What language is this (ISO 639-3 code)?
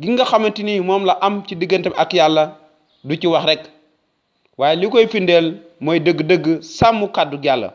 wol